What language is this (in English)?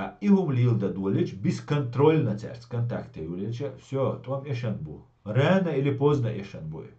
Chechen